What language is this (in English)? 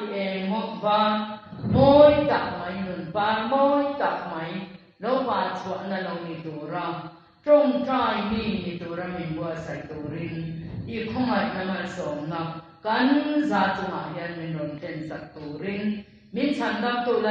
Mizo